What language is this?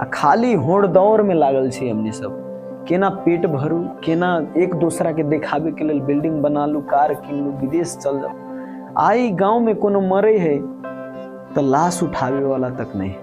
Maithili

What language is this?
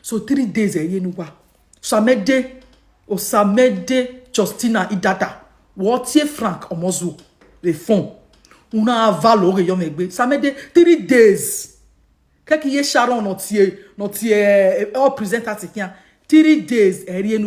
Nigerian Pidgin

